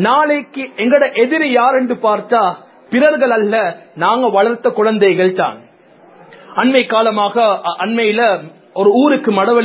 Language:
Tamil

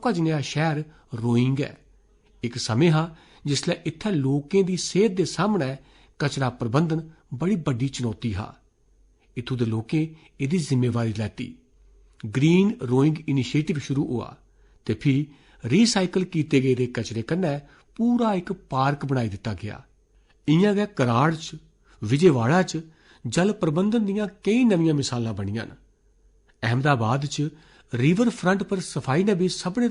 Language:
Dogri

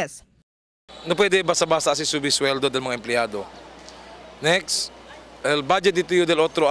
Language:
Chavacano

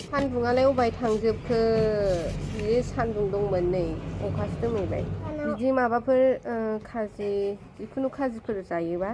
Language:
Bodo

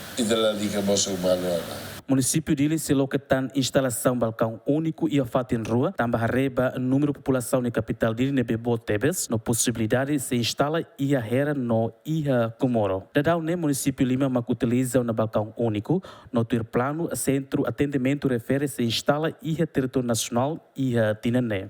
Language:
Tetum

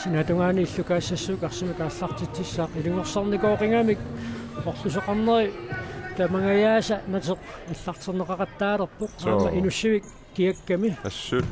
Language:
Kalaallisut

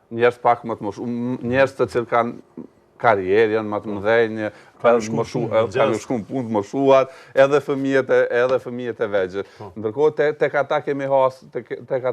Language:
Albanian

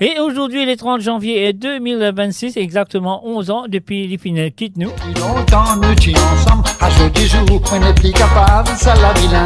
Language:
Morisyen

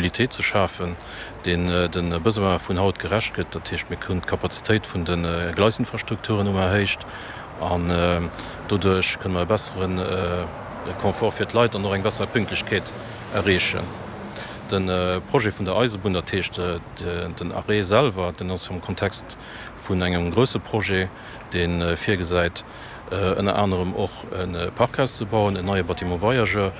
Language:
Luxembourgish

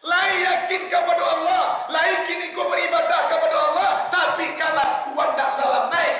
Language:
Minangkabau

